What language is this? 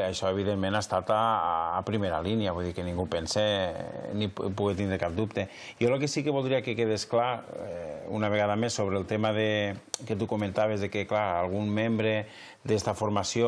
Catalan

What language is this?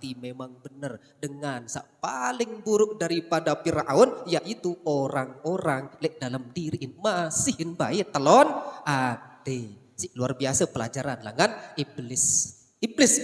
Sasak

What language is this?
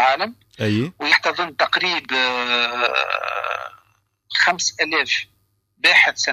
Tunisian Arabic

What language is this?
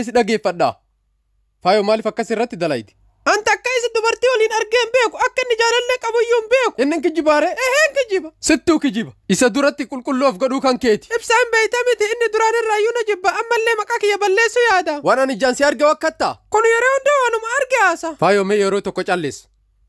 Oromo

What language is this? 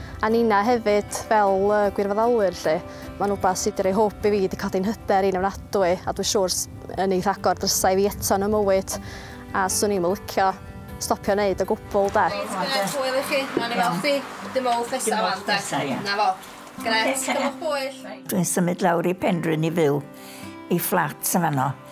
Welsh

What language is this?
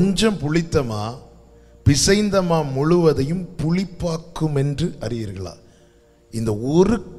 Tamil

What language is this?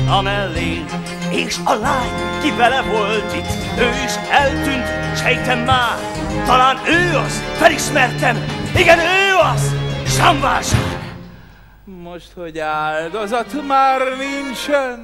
Hungarian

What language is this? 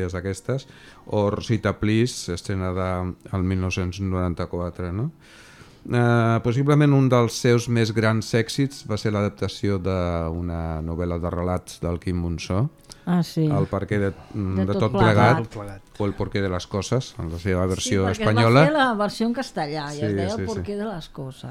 Catalan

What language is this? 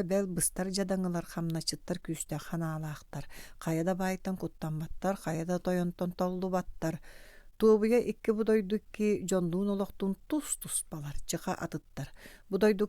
Yakut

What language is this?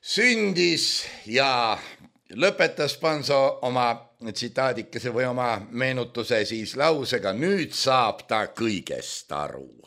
Estonian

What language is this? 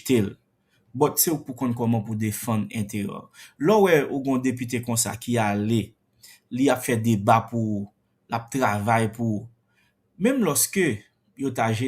Haitian Creole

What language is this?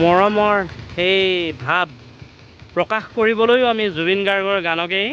Assamese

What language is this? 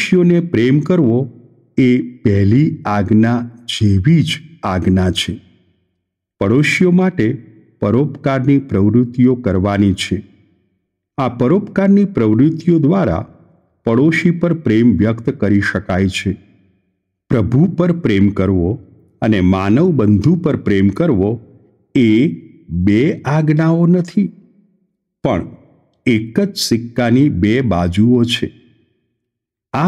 Gujarati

